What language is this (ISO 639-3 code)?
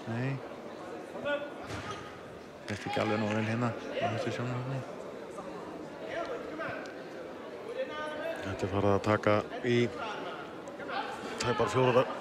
isl